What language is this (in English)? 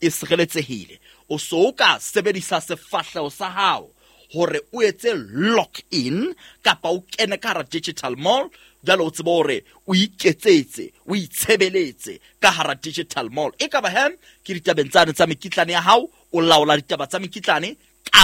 Southern Sotho